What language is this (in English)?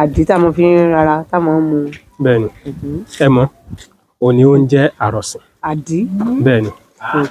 Yoruba